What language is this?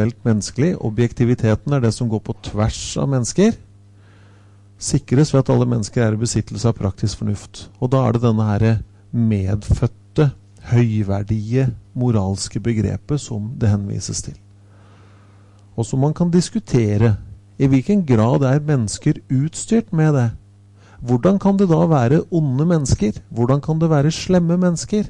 Norwegian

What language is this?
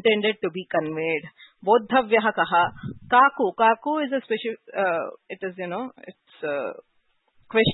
Sanskrit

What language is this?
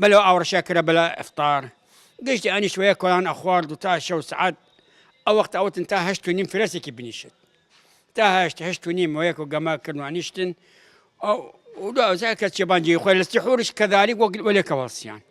Southern Kurdish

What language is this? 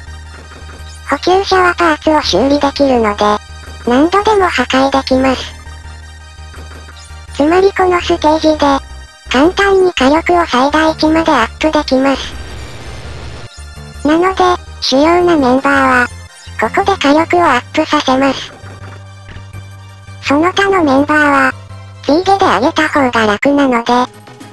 Japanese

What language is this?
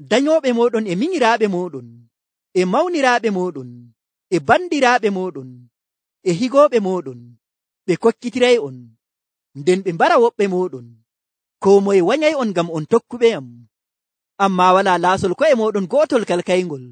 Nigerian Fulfulde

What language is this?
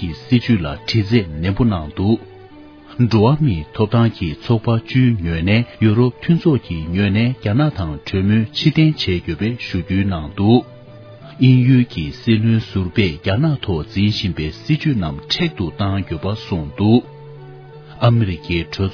Tibetan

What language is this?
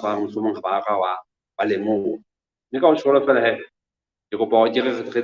Southern Sotho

